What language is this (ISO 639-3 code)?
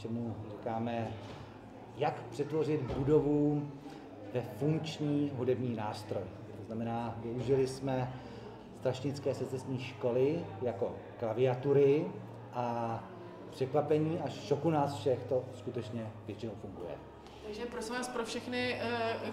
ces